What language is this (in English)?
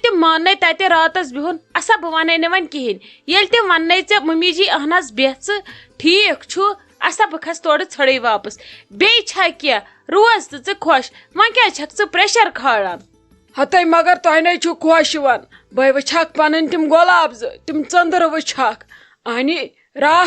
Kashmiri